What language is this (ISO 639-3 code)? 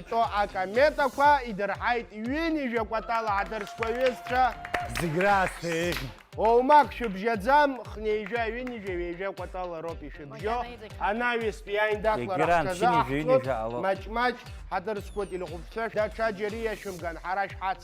abk